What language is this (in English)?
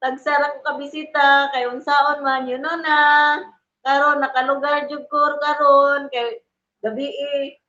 Cebuano